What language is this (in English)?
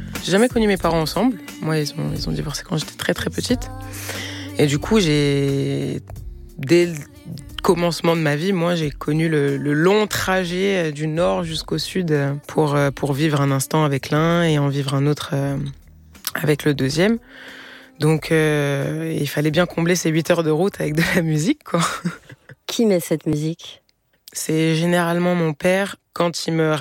French